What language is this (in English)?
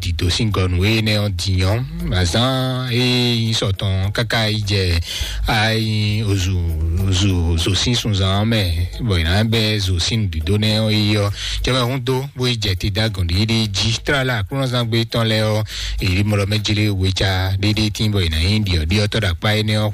Fon